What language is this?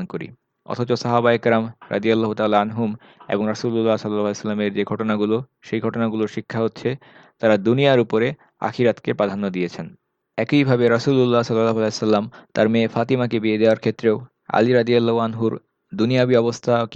Bangla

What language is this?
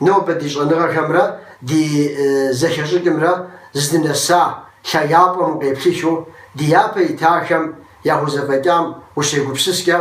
Kabardian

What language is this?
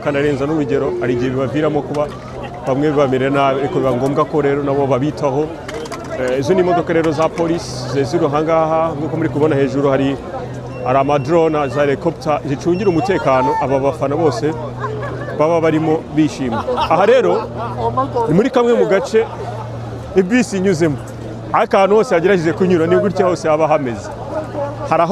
Kinyarwanda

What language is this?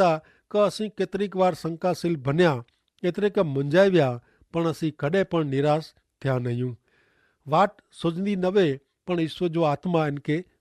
Kachhi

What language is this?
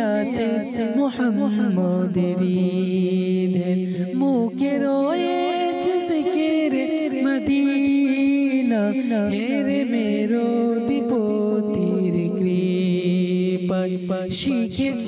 Bangla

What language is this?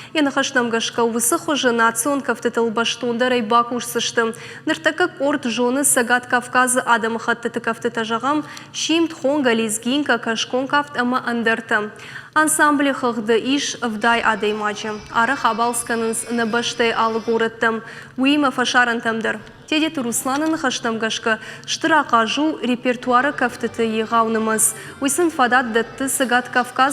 Ossetic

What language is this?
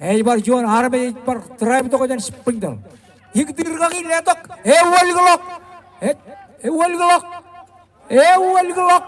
Marshallese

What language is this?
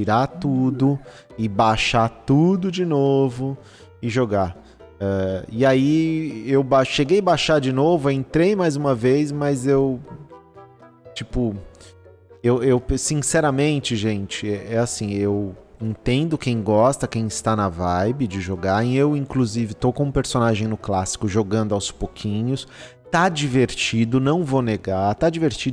Portuguese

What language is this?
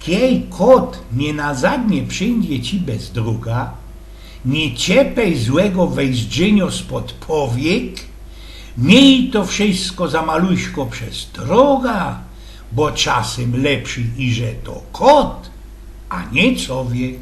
Silesian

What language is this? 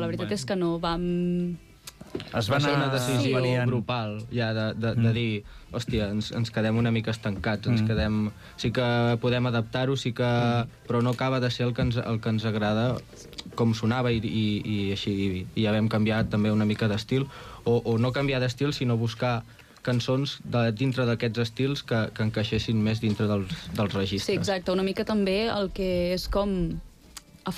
Catalan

